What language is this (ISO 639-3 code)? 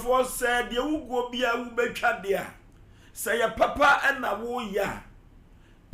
aka